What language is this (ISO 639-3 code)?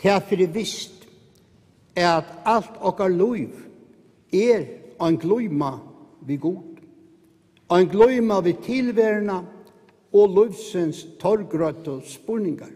fao